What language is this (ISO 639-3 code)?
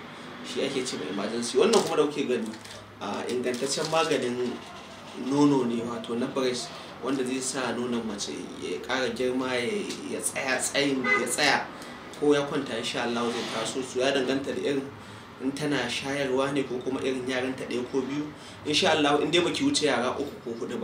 hau